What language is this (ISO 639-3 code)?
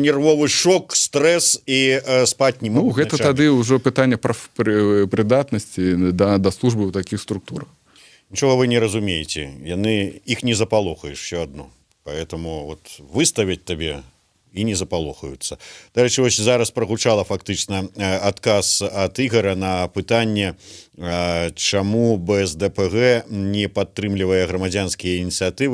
bel